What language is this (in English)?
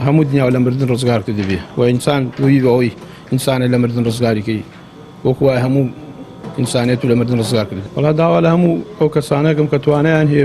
Central Kurdish